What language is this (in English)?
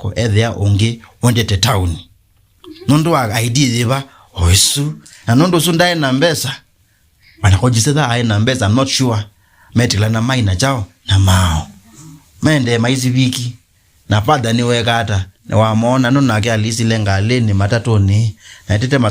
Kamba